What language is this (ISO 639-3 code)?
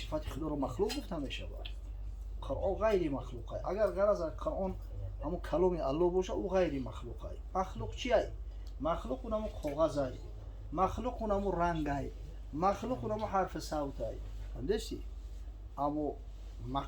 tgk